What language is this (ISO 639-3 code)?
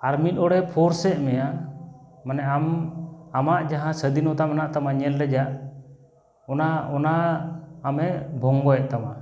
sat